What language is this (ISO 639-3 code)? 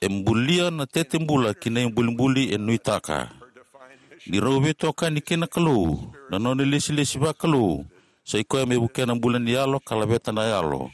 fij